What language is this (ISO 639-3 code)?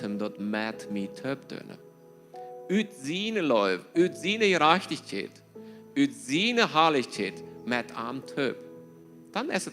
pdt